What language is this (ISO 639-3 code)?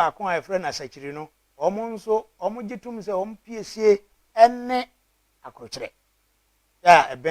aka